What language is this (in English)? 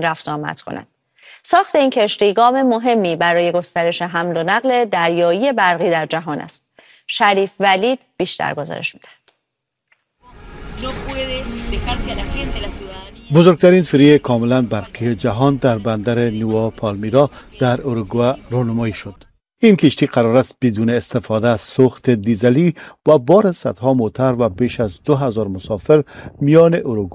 Persian